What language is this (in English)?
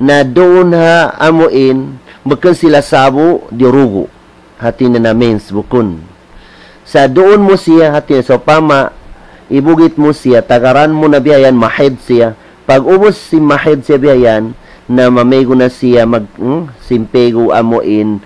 Tausug